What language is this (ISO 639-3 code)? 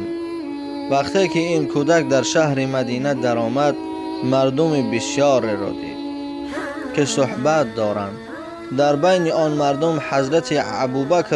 tgk